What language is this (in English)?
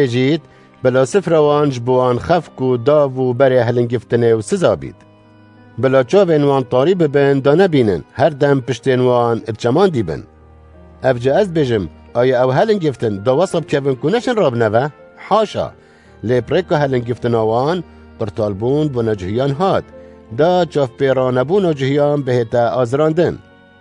Kurdish